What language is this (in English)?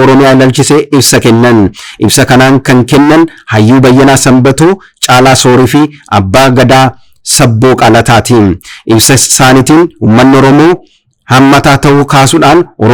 Oromo